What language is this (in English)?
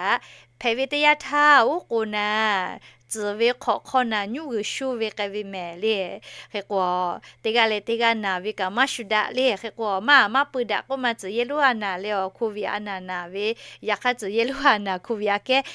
Lahu